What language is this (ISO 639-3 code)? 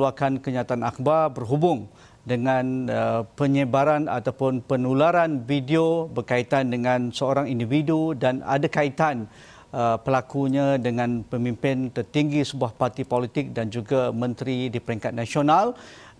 msa